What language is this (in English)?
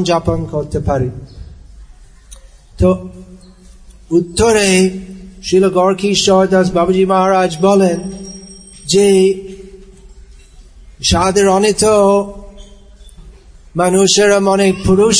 Bangla